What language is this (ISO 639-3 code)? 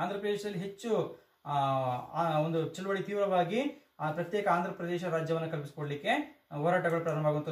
kan